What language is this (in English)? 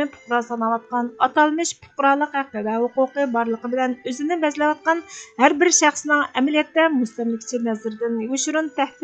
Uyghur